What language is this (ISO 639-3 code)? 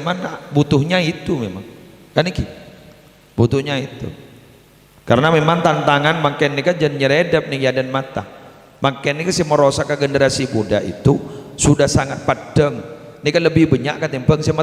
mad